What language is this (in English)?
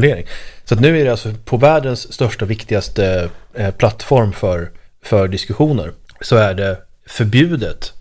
Swedish